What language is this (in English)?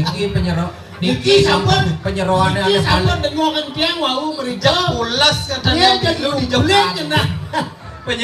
Balinese